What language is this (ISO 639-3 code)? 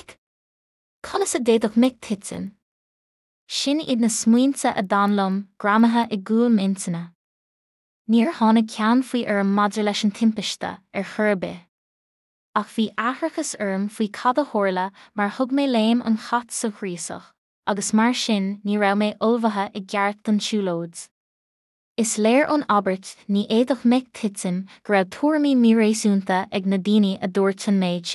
gle